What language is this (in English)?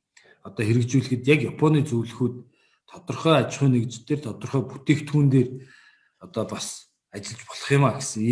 Mongolian